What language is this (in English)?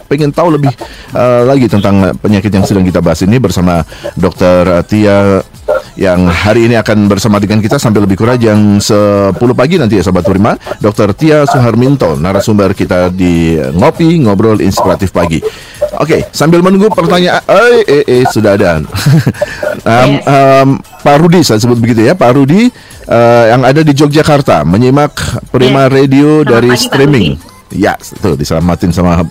Indonesian